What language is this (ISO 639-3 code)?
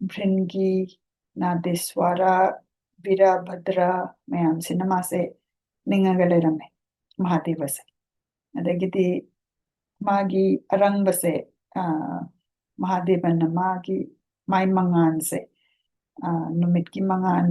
mni